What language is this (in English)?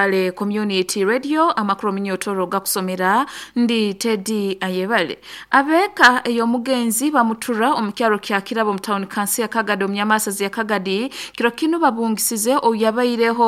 Nyoro